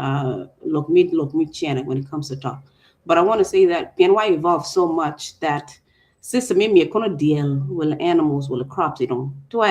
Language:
Acoli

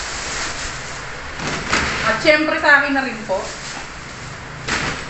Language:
Filipino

